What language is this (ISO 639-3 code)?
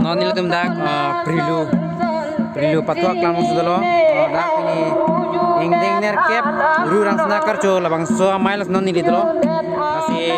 mjw